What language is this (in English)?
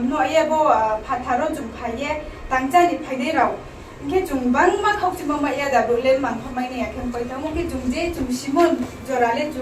Riang (India)